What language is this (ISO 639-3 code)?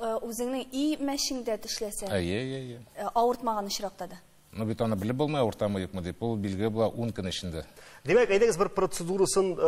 tat